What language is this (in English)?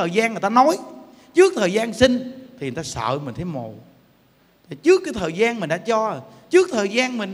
Vietnamese